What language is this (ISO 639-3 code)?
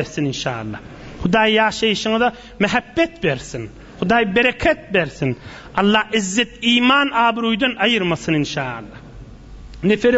tuk